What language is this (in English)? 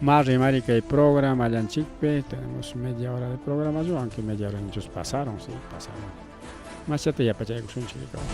Ayacucho Quechua